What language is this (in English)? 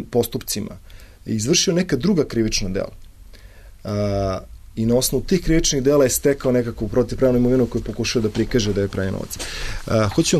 Serbian